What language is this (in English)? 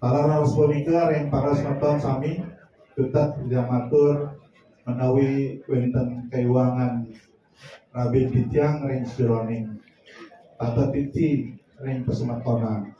Balinese